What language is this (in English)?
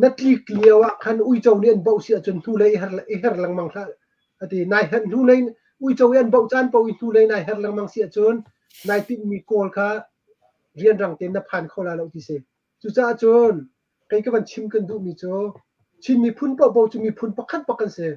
Hakha Chin